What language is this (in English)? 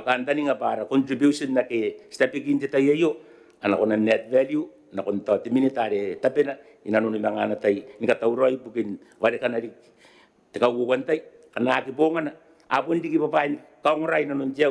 Gilbertese